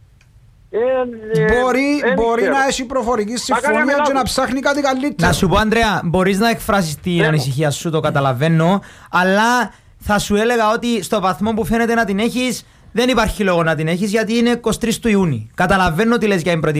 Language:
Greek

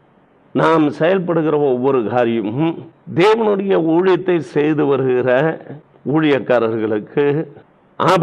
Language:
Tamil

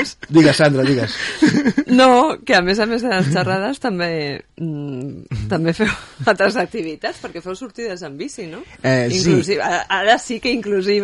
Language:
Catalan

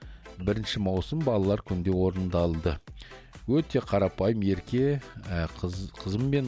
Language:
Kazakh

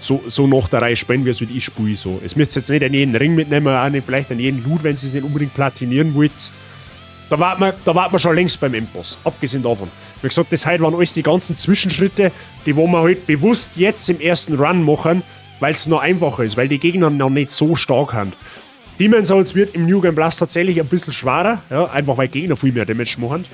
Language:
Bavarian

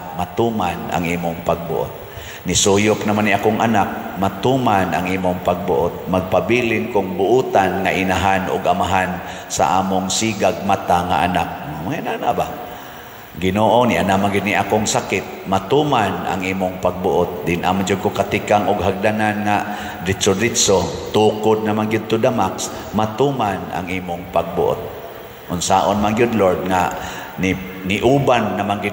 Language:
Cebuano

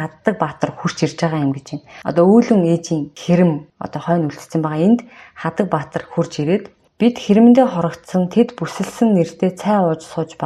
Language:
Mongolian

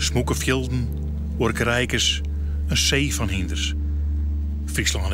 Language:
Western Frisian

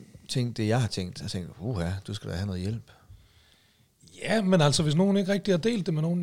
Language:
Danish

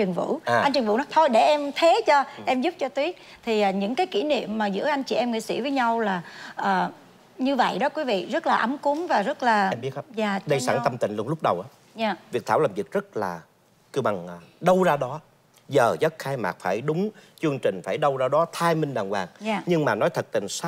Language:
Vietnamese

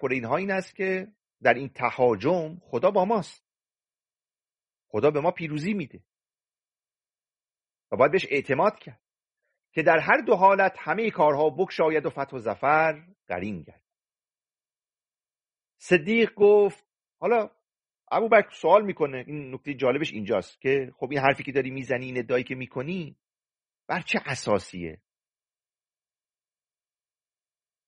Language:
Persian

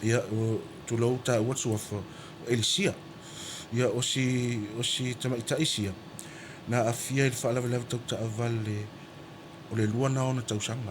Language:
Samoan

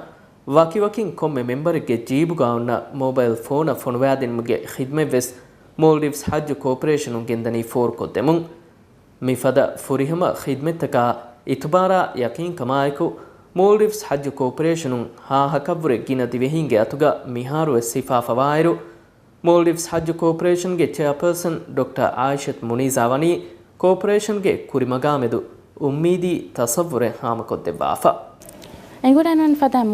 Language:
Divehi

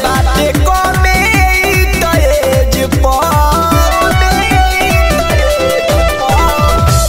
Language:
Bhojpuri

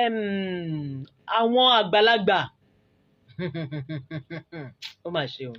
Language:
Yoruba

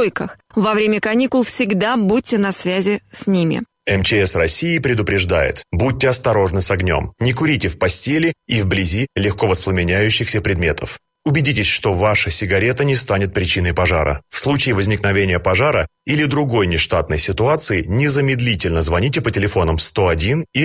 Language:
Russian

